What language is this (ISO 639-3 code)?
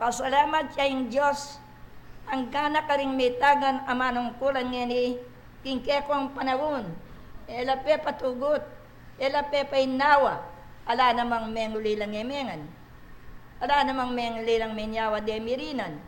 pam